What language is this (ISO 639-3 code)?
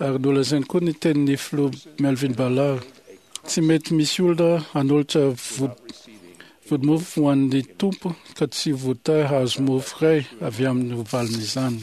mlg